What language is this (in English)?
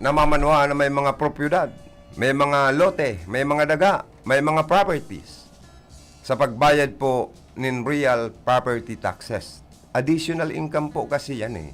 Bikol